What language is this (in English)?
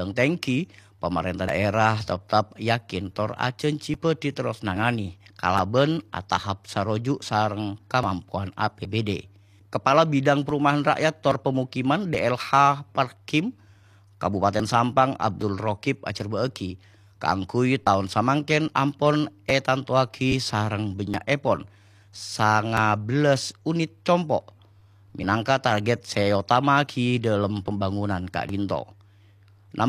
Madurese